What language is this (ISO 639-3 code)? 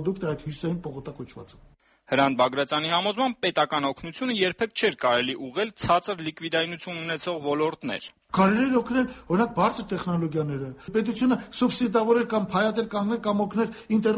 hye